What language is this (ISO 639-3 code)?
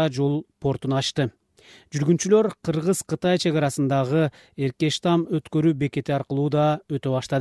kir